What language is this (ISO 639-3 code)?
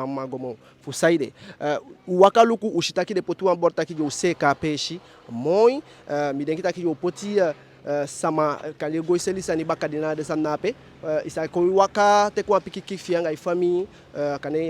djk